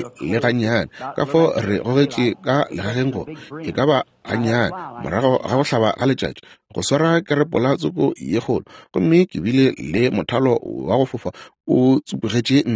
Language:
Northern Sotho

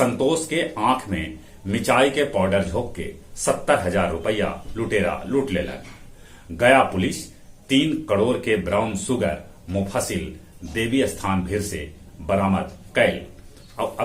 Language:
Magahi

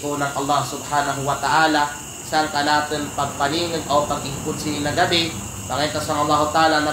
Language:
Kalagan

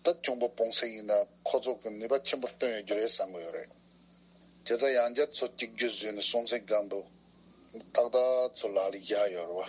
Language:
Tibetan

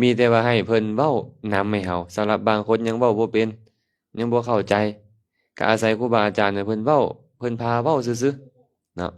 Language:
Lao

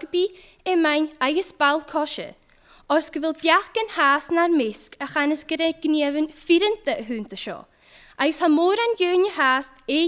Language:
Scottish Gaelic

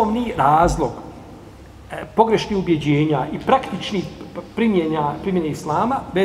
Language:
Bosnian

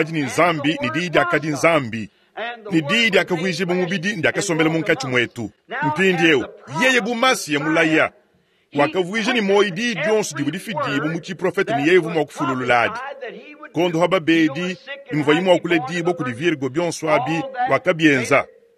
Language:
Luba-Lulua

